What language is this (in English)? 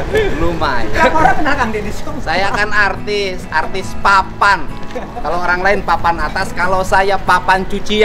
Indonesian